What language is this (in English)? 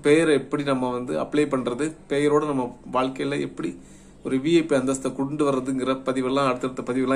Tamil